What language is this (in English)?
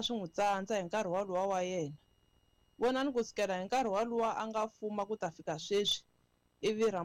Tsonga